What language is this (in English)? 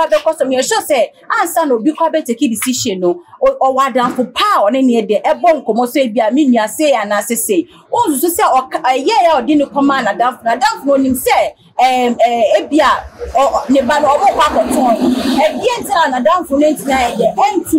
Akan